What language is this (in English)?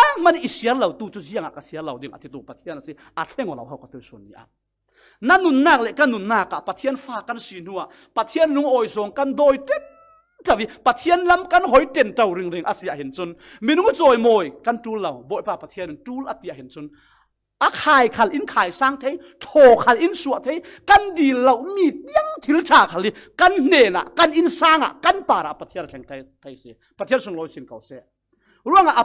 Falam Chin